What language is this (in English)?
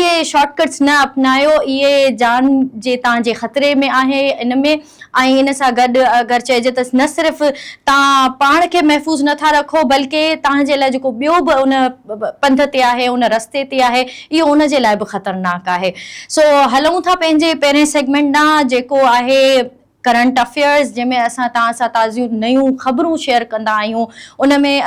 Sindhi